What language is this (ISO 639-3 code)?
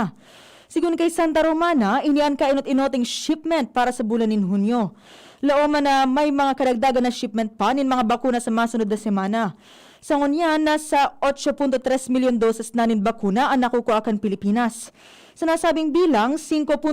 bik